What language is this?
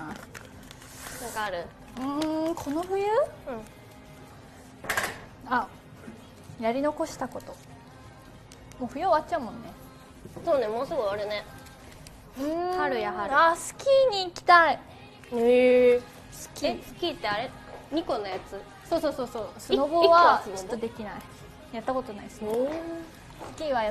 Japanese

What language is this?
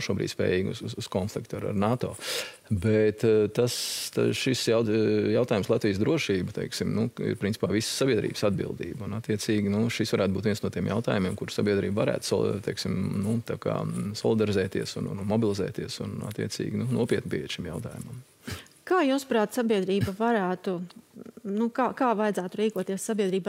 Latvian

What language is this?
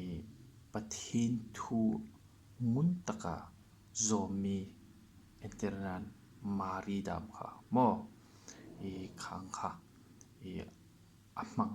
Hmar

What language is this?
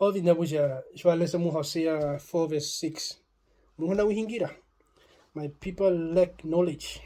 Herero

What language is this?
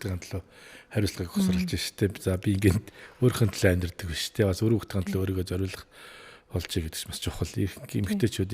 Mongolian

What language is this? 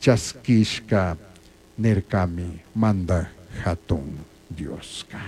Chimborazo Highland Quichua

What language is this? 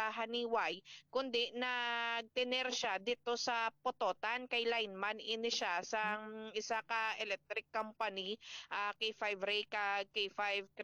Hiligaynon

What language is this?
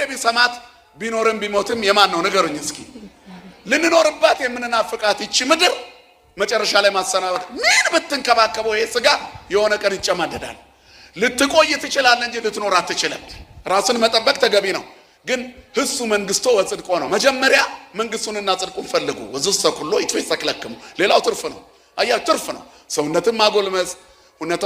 Amharic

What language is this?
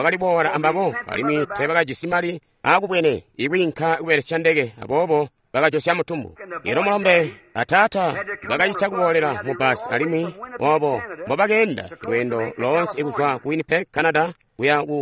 Tonga (Zambia)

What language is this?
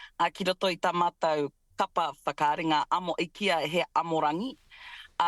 Māori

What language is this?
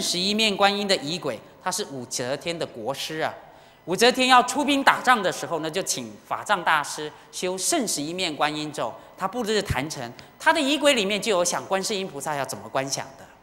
Chinese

